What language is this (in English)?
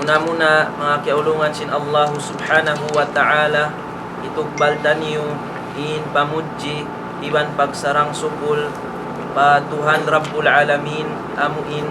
Tausug